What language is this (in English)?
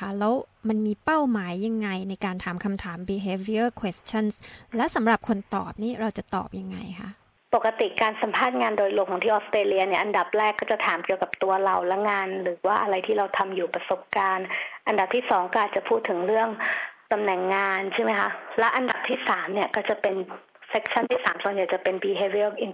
Thai